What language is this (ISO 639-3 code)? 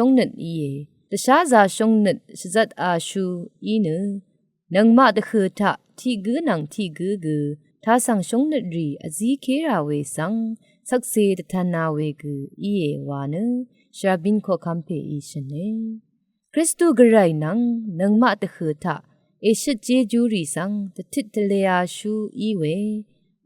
raw